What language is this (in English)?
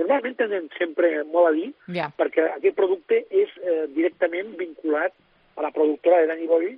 Catalan